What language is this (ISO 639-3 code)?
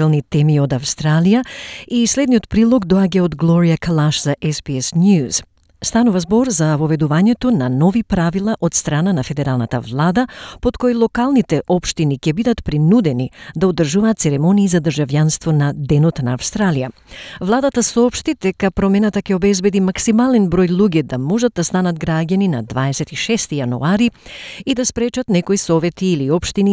mkd